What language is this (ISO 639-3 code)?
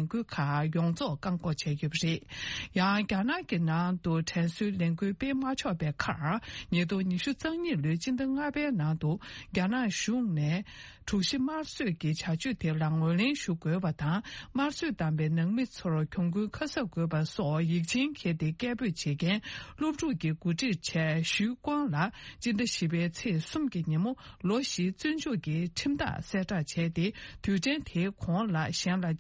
bod